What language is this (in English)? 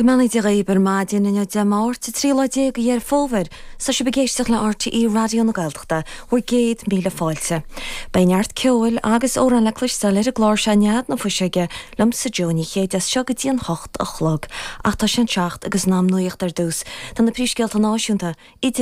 Irish